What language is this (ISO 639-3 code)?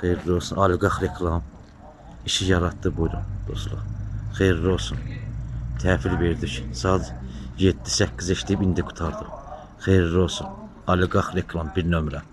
aze